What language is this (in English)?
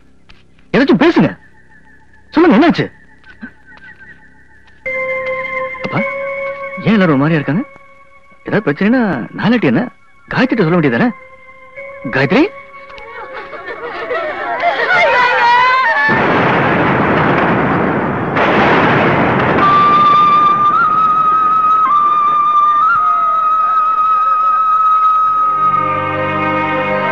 Tamil